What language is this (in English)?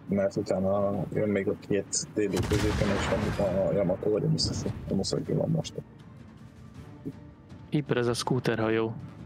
Hungarian